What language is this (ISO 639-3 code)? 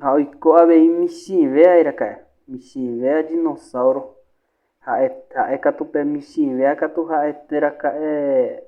grn